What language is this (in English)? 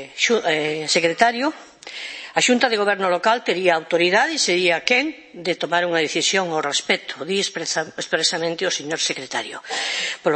Galician